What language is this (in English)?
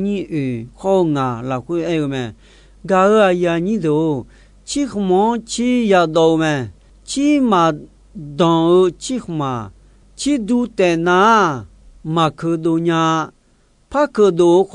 Akha